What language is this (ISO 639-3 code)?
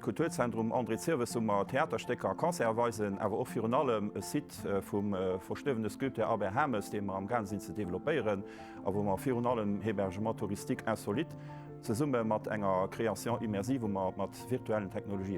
ltz